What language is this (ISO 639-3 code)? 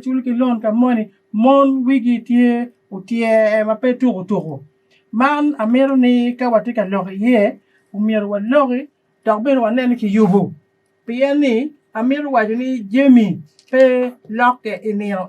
ach